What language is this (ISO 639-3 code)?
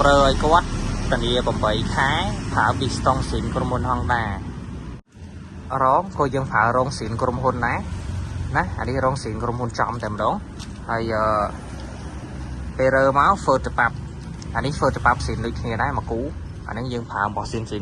khm